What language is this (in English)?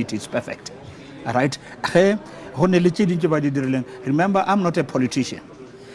Northern Sotho